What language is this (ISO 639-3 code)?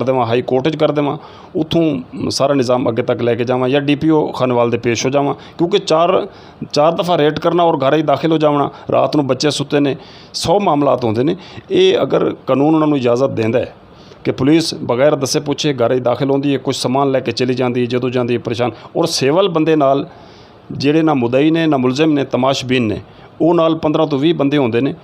skr